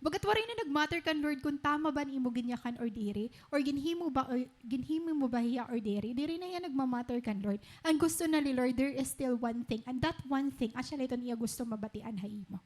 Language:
Waray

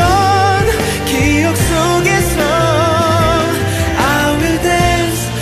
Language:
Korean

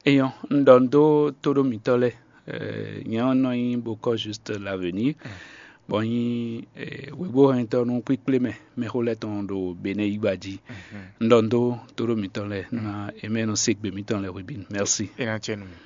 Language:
Fon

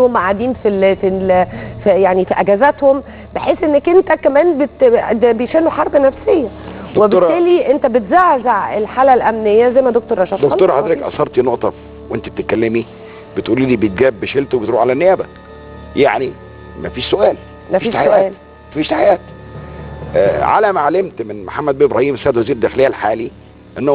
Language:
Egyptian Arabic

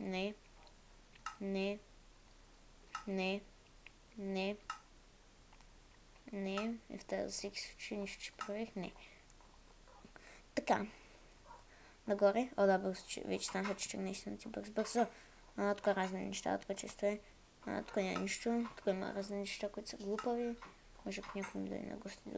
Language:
Bulgarian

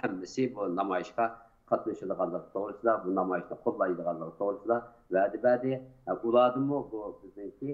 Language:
Uyghur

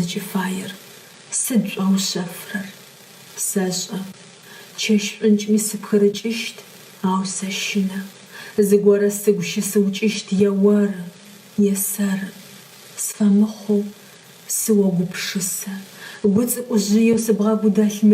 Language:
Adyghe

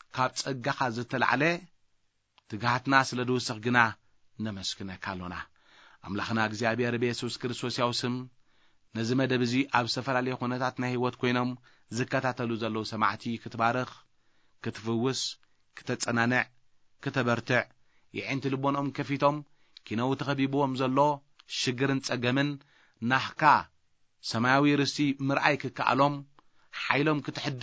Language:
Tigrinya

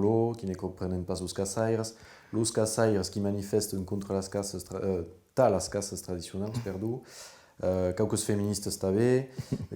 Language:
Occitan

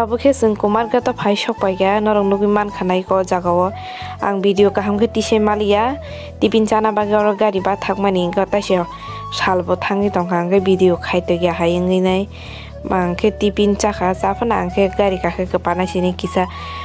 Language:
Kok Borok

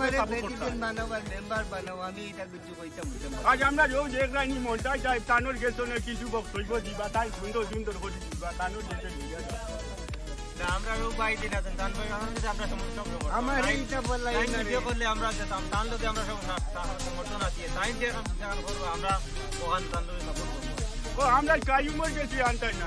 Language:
Sylheti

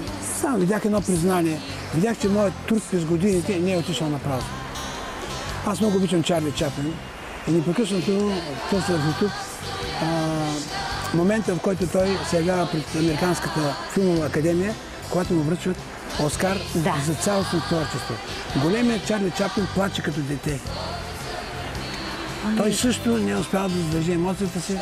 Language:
Bulgarian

